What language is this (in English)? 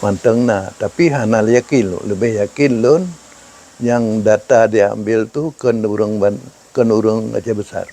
Achinese